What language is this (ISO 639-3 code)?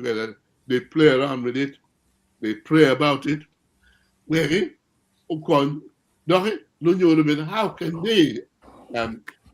ach